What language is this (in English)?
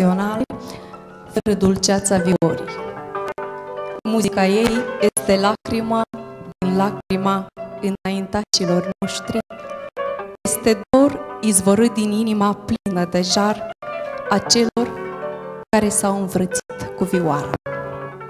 Romanian